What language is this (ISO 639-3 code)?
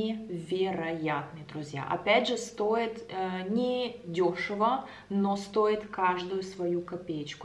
rus